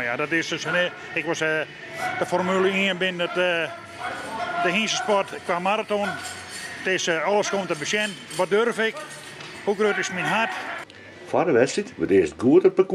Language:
Western Frisian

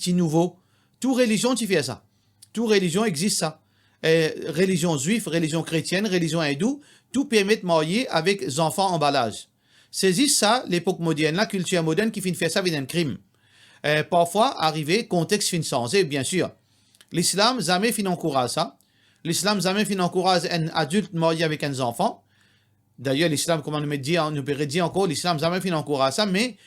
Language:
Morisyen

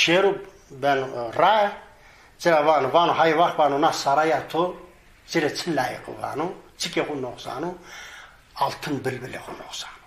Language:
Zaza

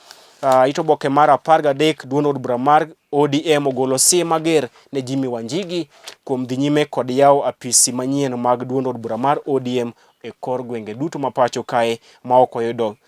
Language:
Luo (Kenya and Tanzania)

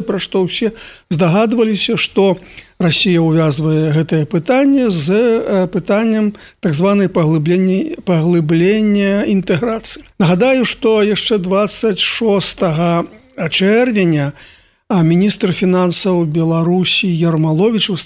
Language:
Belarusian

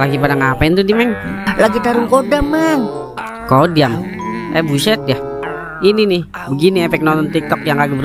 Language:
Betawi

